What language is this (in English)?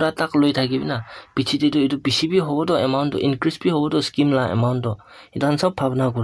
Naga Pidgin